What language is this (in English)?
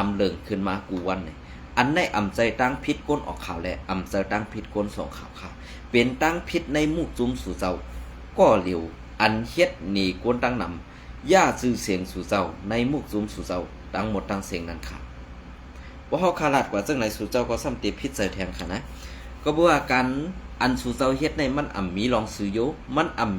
Shan